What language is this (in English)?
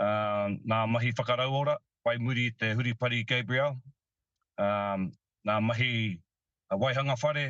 Māori